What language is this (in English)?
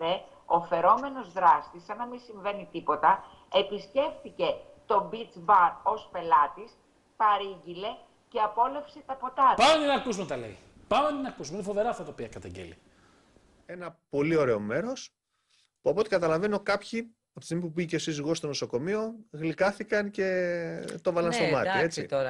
Greek